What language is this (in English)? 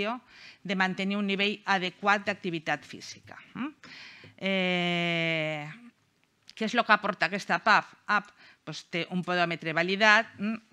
Catalan